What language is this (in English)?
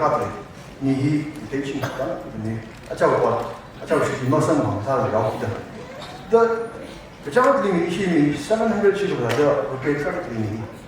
Tangkhul Naga (India)